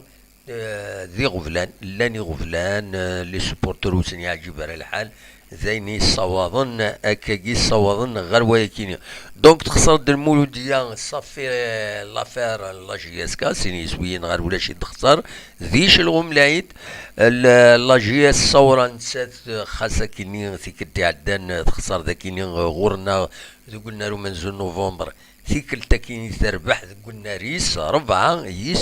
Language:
Kabyle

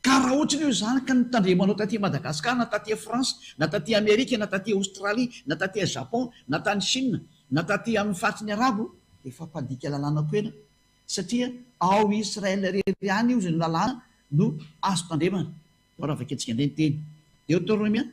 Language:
Malagasy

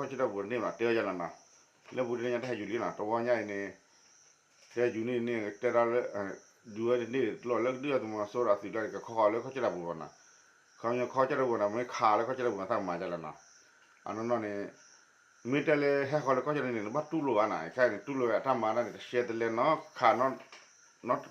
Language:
S'gaw Karen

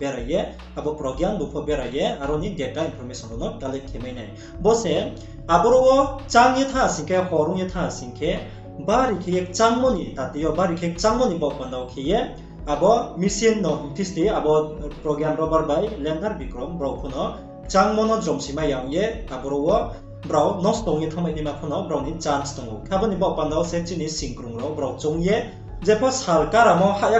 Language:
Riang (India)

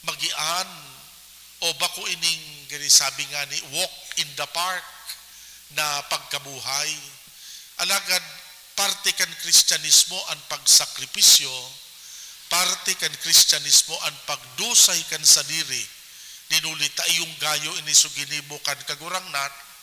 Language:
Bikol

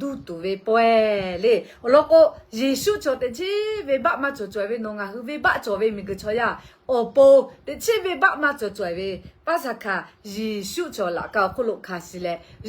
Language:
Lahu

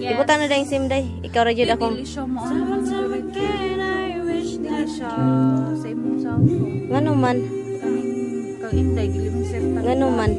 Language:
Cebuano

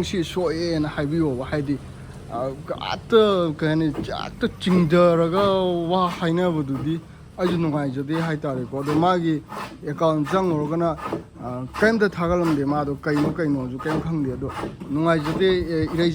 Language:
Manipuri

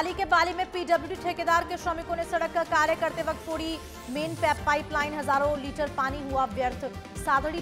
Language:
Hindi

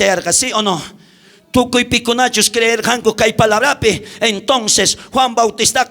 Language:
South Bolivian Quechua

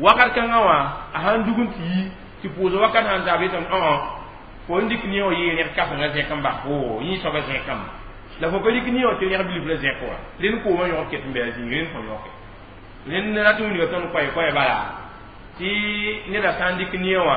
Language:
Mossi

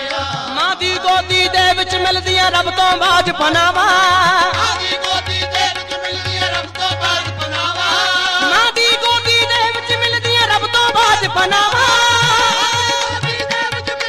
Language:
Punjabi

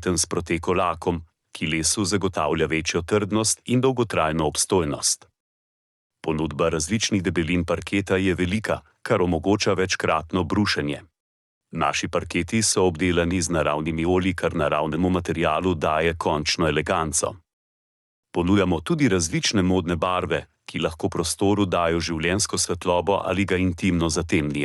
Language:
Slovenian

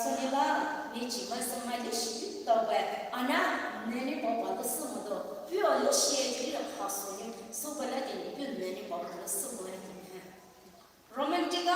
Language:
Poumei Naga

